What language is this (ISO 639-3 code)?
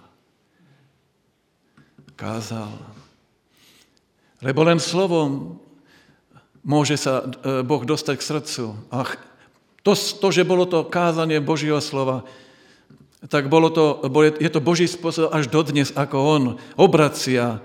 slk